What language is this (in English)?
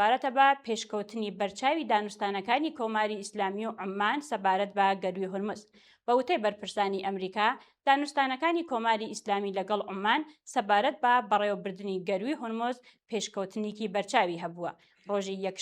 Central Kurdish